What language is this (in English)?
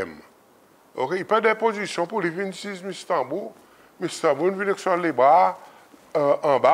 Seselwa Creole French